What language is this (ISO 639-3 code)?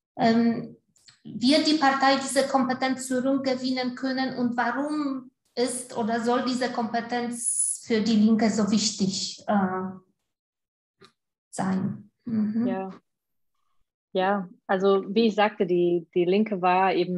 deu